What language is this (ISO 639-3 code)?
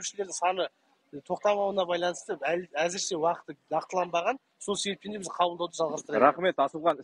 kaz